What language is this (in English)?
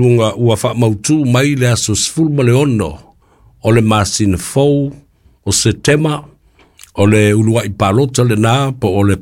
Samoan